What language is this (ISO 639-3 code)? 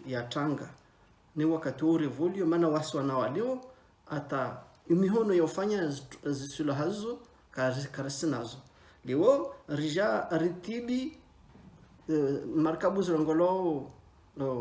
zdj